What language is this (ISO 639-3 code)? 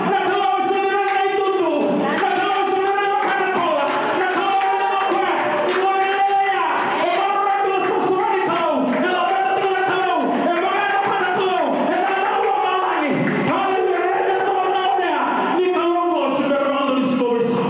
fij